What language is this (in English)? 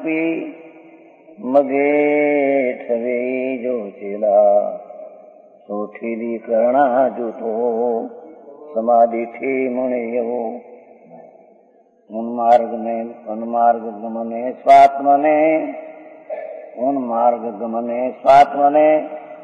Gujarati